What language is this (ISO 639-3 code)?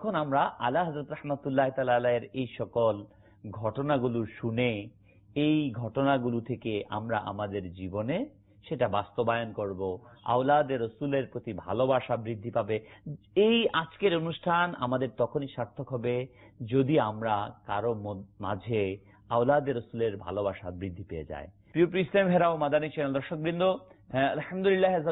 ben